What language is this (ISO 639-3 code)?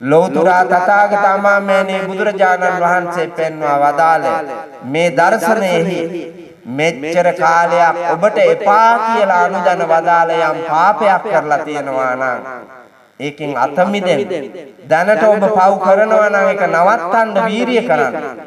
sin